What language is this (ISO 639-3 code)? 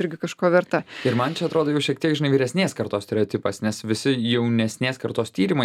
lit